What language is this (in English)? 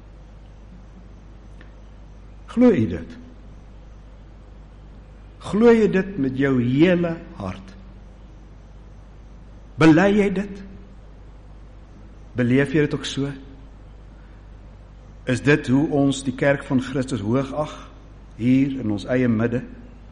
Afrikaans